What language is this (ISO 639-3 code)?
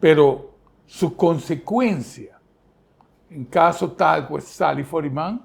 pap